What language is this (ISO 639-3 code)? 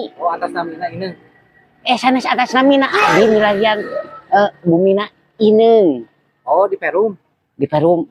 sun